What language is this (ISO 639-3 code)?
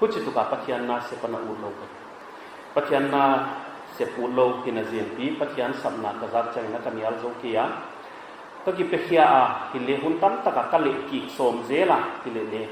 pck